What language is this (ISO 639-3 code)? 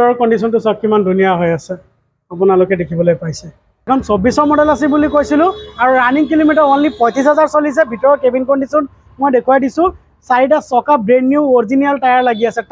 asm